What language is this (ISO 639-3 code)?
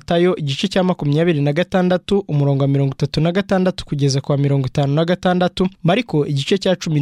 kin